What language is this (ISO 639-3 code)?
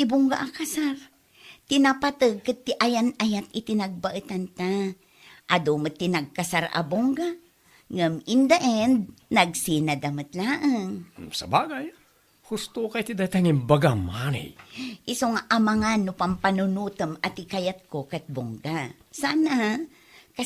ilo